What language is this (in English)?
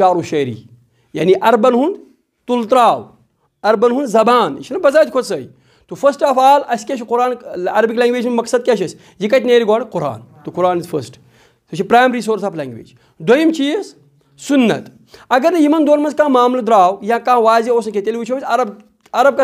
Kashmiri